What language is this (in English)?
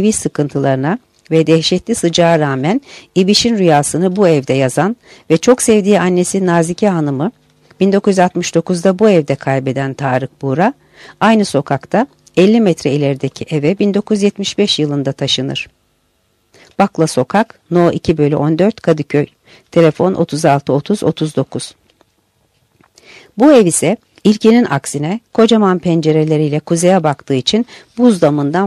Turkish